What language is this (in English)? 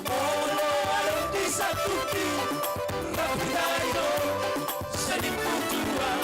Batak Simalungun